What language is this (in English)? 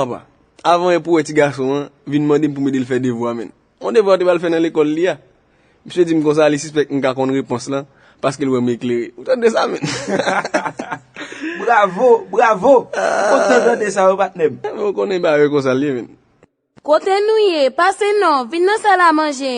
Haitian Creole